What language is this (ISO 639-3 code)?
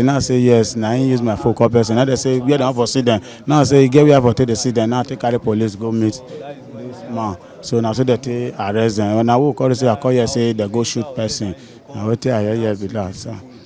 pcm